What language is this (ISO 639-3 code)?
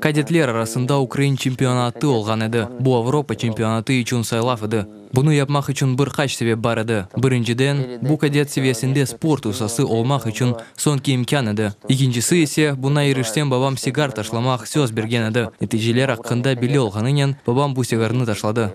crh